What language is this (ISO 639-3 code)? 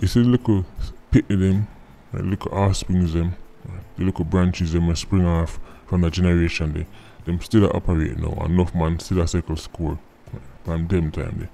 jam